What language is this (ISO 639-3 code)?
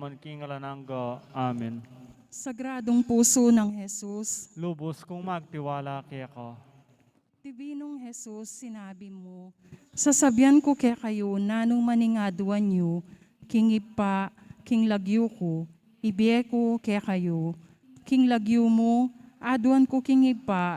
pam